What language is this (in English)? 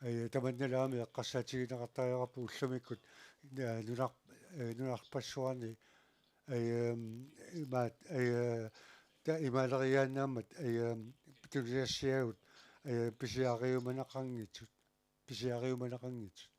Kalaallisut